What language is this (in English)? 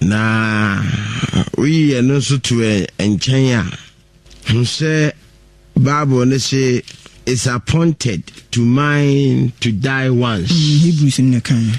Akan